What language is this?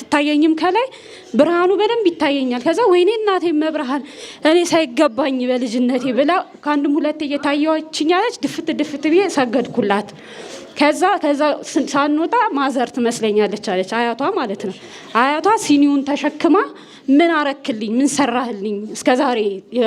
Amharic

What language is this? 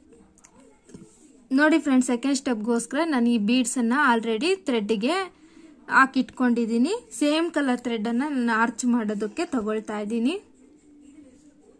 Kannada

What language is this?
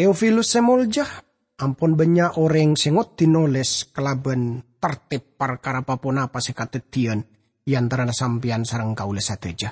Madurese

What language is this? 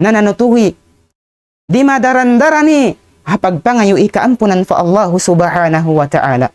Tausug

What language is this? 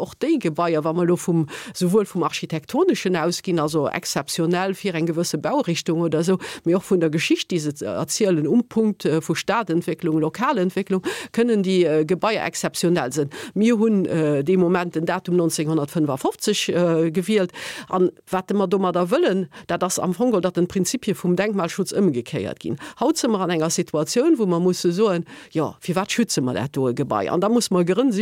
Luxembourgish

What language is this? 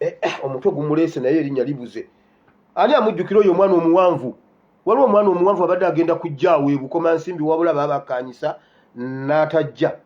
Ganda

